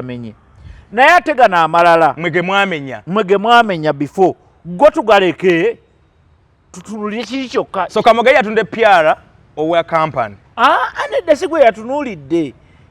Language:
Ganda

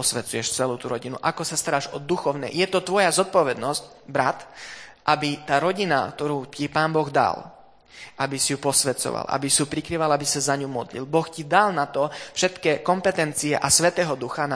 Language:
Slovak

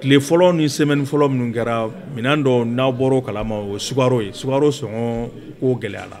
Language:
Bambara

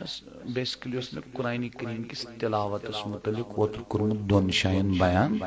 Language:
Kashmiri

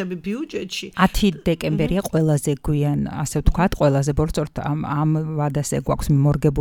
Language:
Georgian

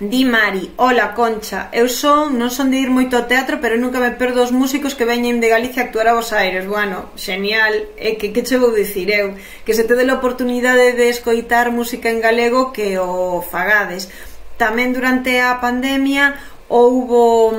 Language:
Galician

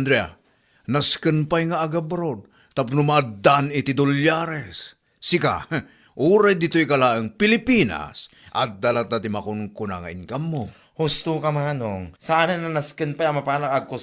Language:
Iloko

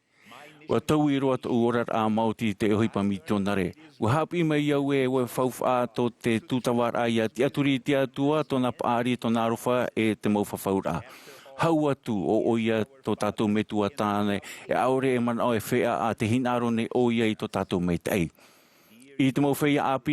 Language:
Tahitian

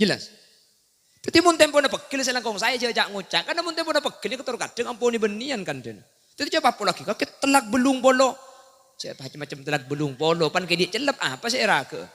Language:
Madurese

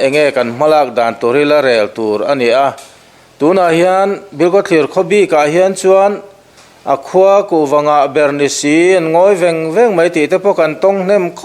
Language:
Mizo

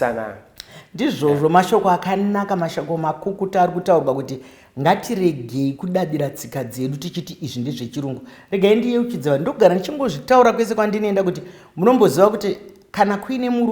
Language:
Shona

